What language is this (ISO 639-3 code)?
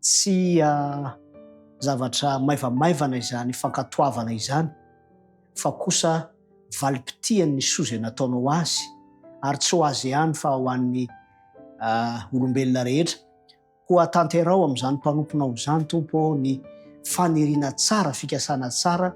mlg